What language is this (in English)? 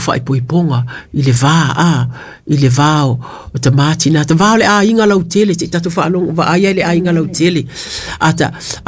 Samoan